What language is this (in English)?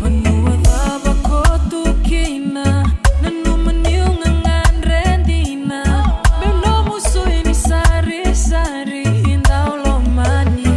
Fijian